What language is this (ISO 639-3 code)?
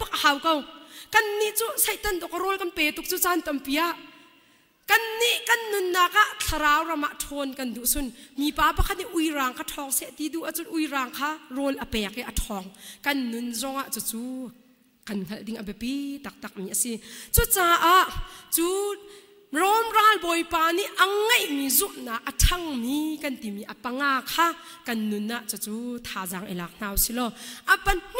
cnh